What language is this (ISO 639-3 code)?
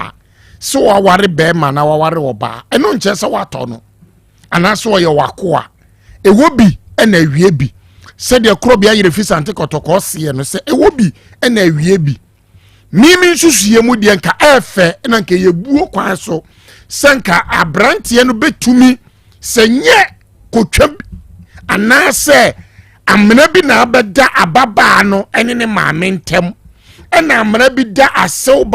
aka